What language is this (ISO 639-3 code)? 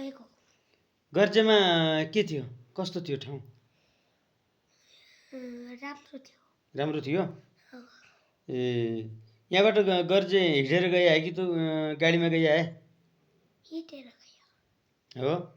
nep